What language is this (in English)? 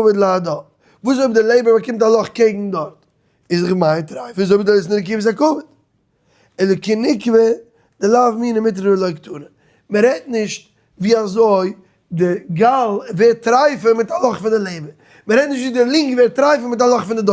Yiddish